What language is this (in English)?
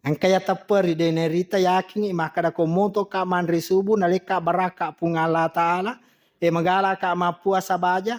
Buginese